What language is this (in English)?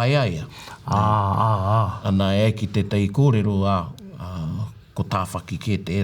Māori